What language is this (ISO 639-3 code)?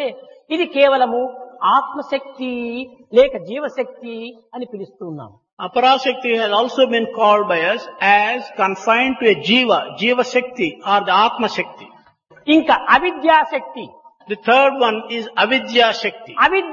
tel